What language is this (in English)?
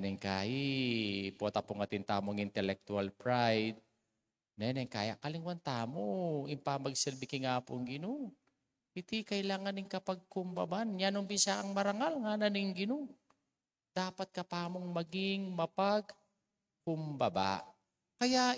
Pampanga